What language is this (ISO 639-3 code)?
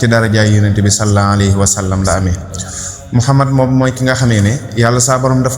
wol